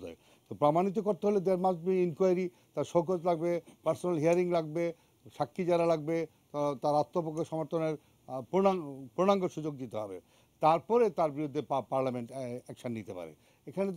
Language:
Bangla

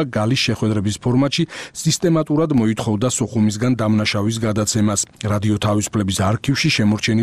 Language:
Georgian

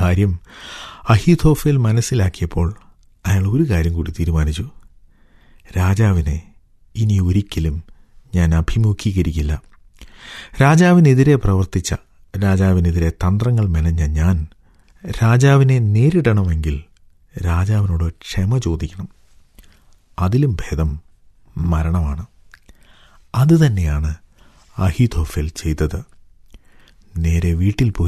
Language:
Malayalam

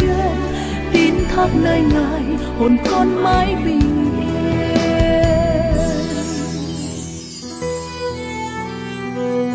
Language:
Vietnamese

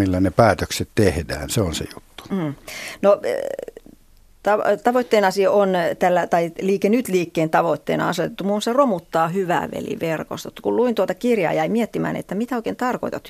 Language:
Finnish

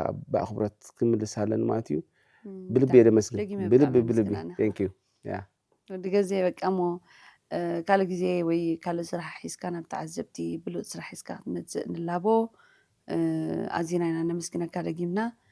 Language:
Tigrinya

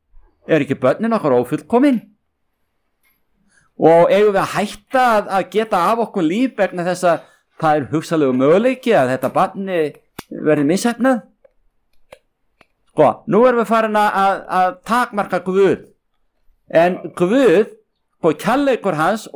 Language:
Icelandic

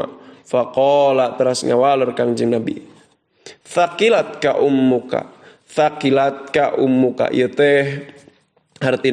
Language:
Sundanese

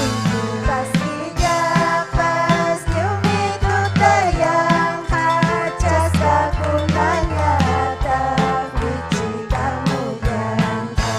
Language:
Ayacucho Quechua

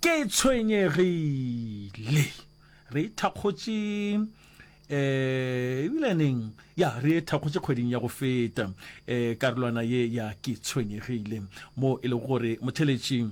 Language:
Northern Sotho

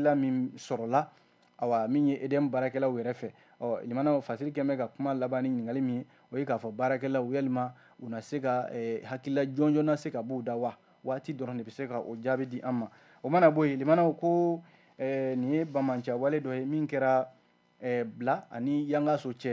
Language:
Bambara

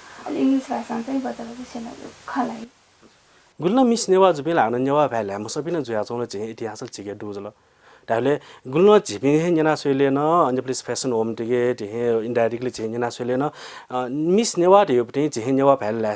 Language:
Newari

